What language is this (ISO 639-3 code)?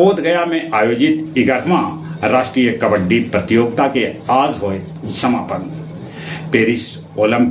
mag